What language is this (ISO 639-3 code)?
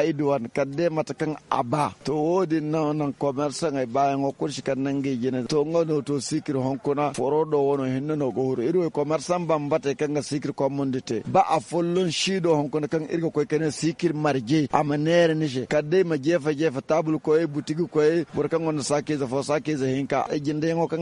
dje